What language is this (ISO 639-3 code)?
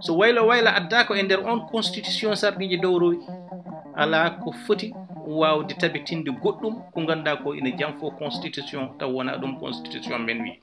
ful